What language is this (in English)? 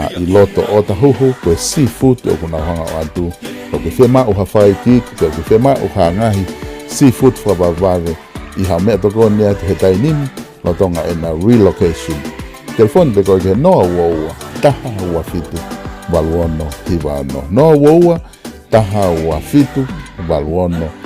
Tongan